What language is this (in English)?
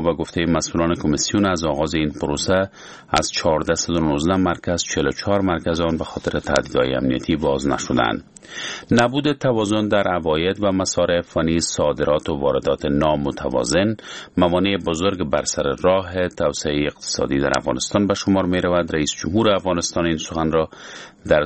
Persian